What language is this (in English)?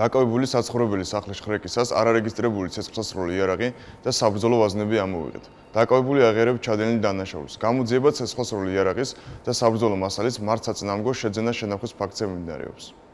Georgian